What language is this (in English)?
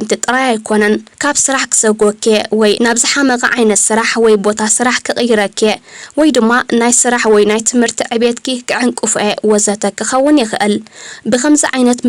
Tigrinya